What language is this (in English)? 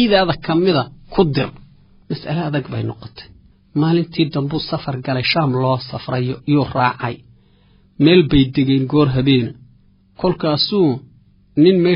Somali